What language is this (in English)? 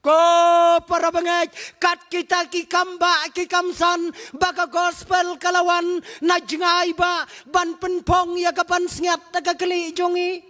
Khasi